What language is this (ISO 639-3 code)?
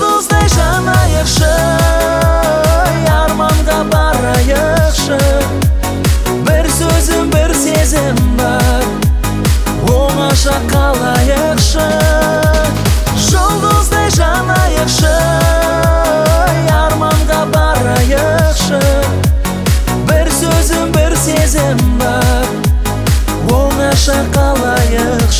kaz